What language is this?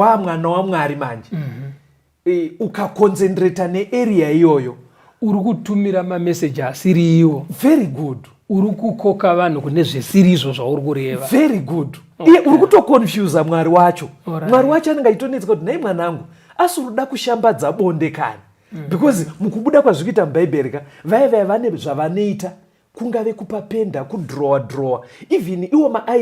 Shona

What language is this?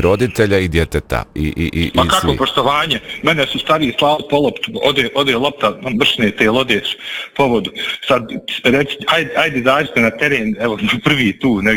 Bosnian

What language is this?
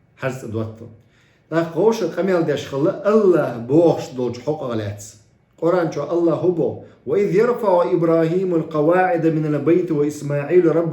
Chechen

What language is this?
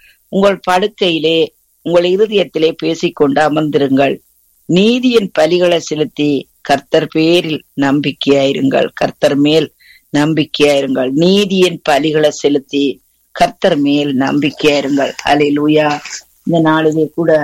Tamil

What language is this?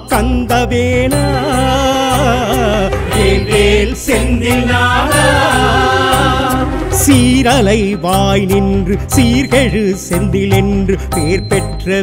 Tamil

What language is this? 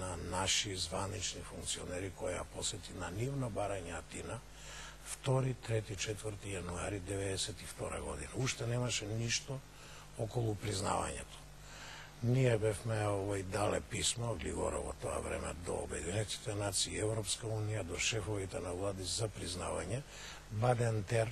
Macedonian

